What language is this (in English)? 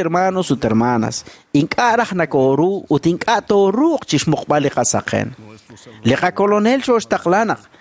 Kekchí